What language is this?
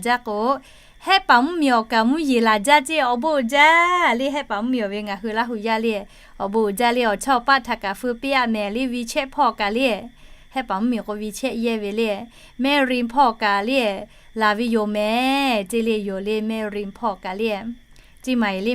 Lahu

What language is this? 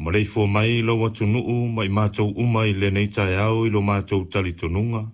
Samoan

